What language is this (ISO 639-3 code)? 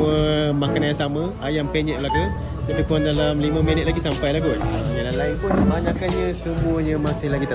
msa